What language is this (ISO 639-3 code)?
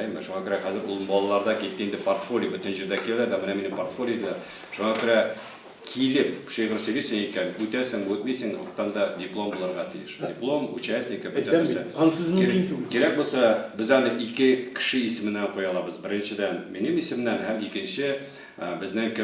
tat